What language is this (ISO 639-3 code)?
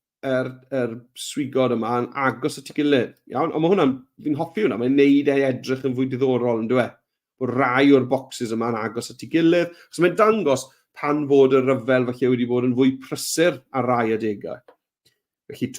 cym